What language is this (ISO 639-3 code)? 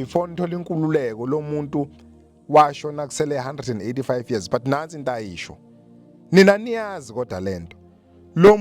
zul